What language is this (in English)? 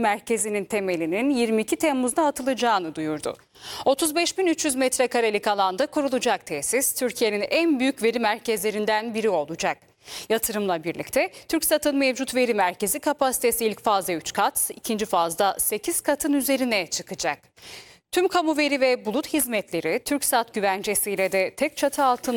Turkish